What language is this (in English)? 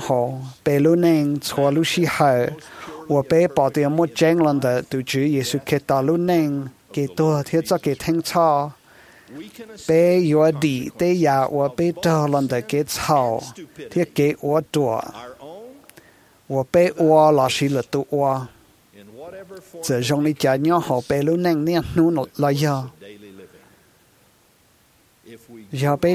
Vietnamese